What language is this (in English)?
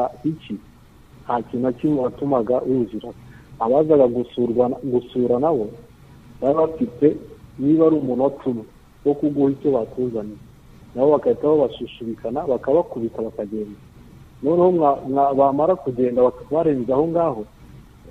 Kinyarwanda